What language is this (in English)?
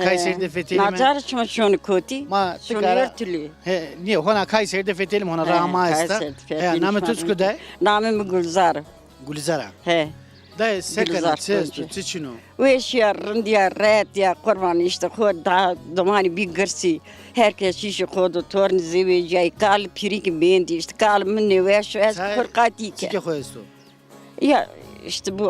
Zaza